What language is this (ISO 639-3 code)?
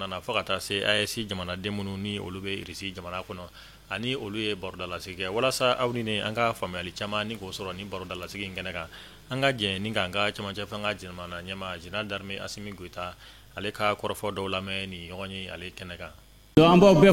bam